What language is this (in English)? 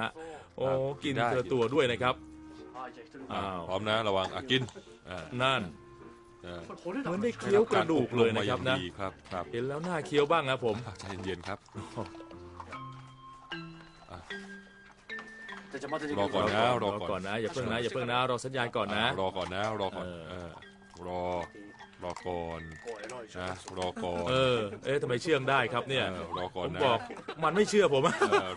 Thai